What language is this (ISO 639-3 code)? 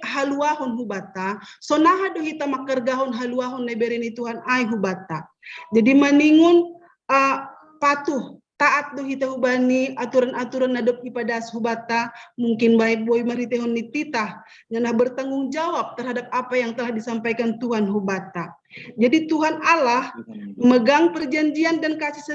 bts